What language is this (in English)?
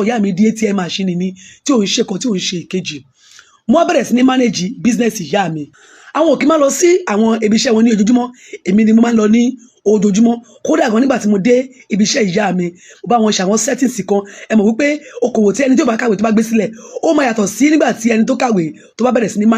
Yoruba